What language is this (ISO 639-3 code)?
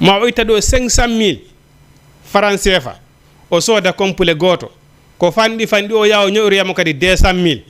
ful